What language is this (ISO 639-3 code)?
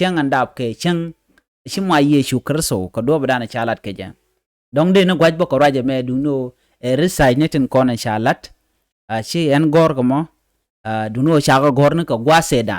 nus